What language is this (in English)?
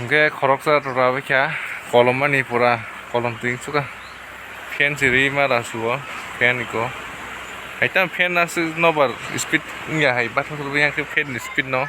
Kok Borok